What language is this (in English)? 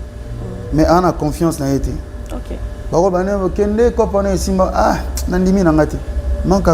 Lingala